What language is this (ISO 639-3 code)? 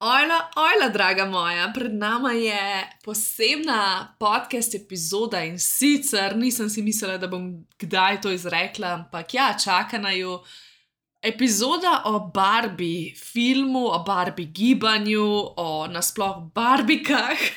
slv